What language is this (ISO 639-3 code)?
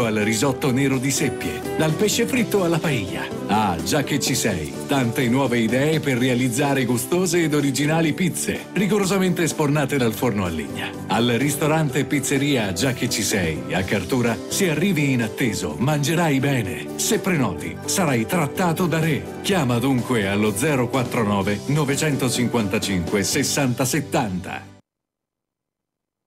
ita